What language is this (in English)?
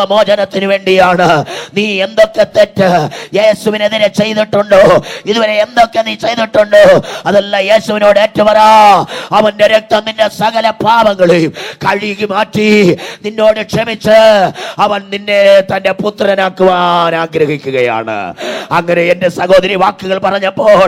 Malayalam